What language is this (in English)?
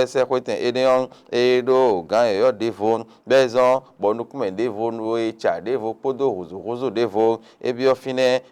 Fon